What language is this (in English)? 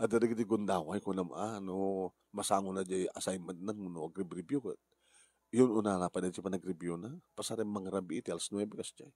Iloko